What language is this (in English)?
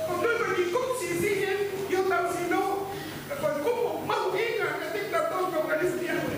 Tongan